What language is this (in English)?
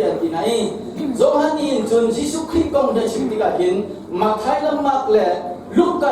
Hakha Chin